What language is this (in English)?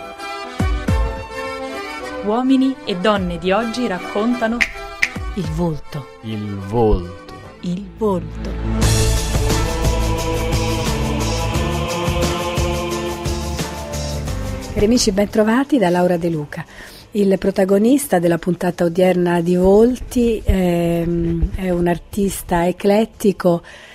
Italian